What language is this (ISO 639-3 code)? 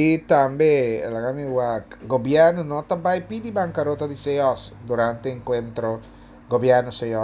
pap